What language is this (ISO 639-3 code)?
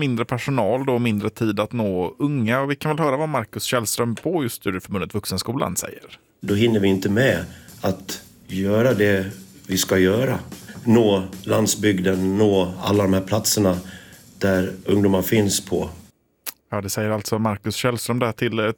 swe